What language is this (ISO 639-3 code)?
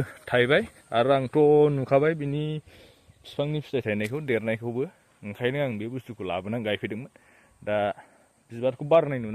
brx